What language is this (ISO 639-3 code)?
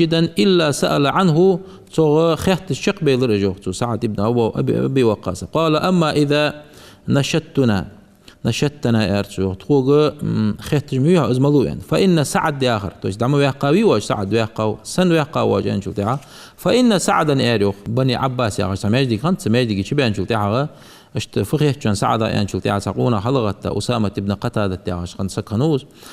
inh